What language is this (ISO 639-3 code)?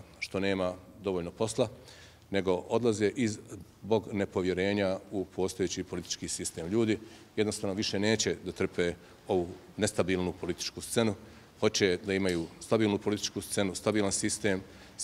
bos